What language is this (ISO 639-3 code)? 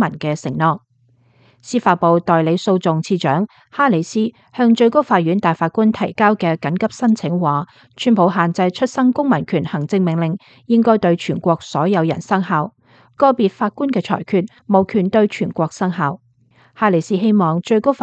yue